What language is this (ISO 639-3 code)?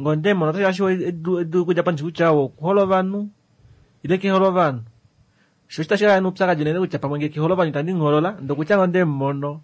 kua